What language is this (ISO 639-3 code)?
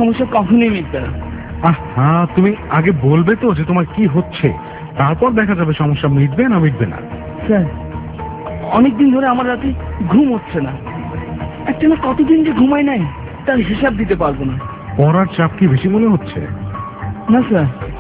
ben